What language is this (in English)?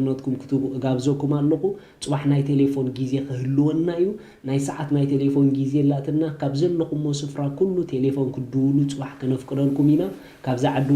Tigrinya